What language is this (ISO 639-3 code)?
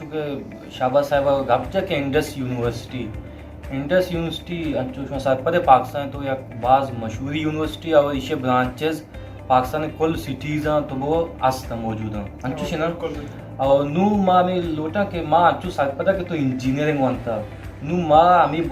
bal